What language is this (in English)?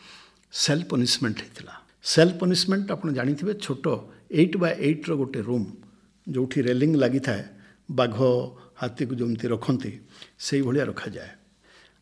Odia